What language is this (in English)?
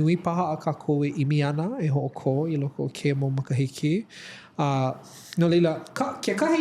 Hawaiian